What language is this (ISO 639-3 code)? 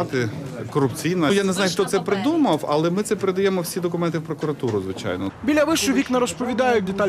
ukr